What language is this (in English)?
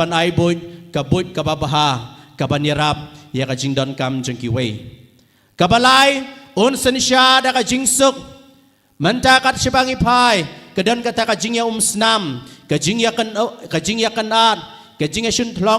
Khasi